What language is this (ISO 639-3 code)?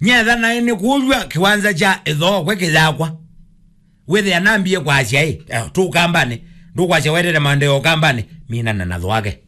kam